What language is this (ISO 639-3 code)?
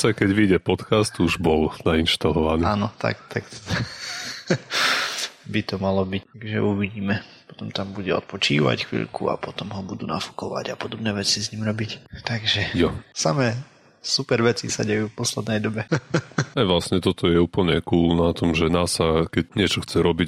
slk